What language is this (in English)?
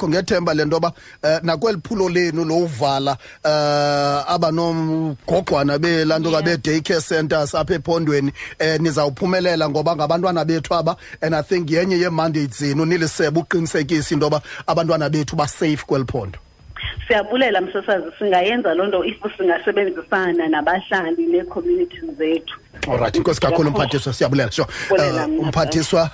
Xhosa